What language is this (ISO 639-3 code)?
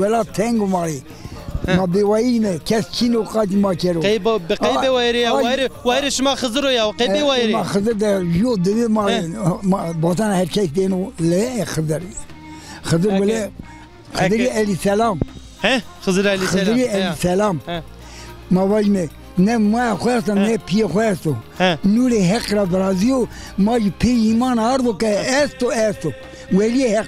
zza